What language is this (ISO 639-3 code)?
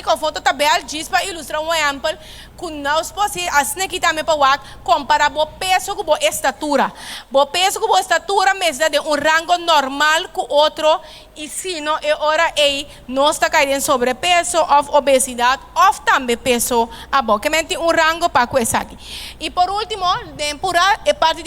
pap